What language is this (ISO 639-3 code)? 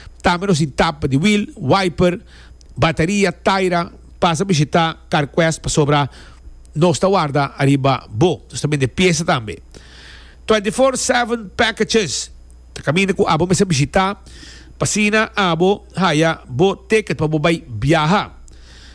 pap